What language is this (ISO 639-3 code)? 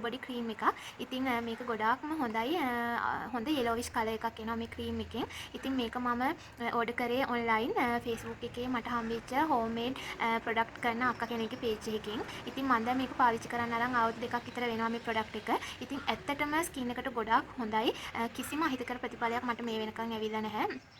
sin